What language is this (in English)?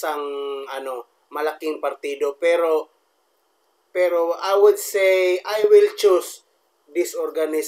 Filipino